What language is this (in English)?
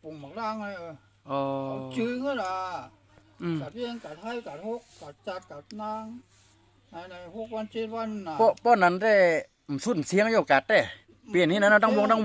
Shan